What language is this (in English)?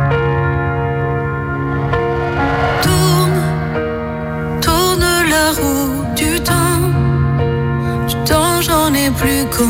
French